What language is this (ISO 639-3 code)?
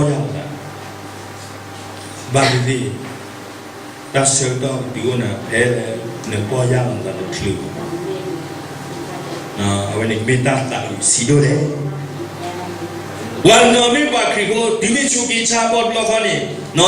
ksw